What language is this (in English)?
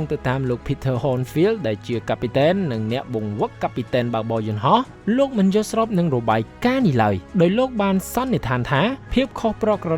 Khmer